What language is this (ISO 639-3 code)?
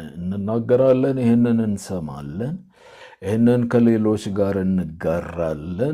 amh